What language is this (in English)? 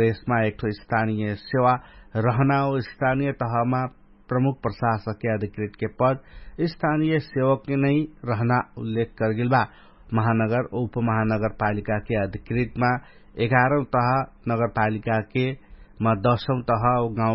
Dangaura Tharu